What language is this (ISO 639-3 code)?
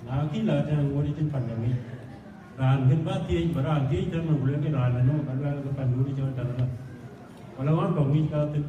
din